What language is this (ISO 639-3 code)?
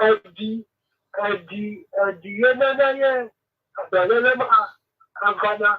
ewe